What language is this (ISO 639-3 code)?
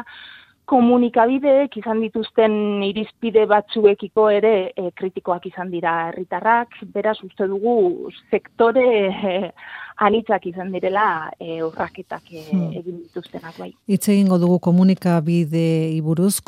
eus